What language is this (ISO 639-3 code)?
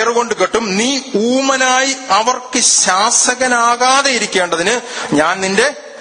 mal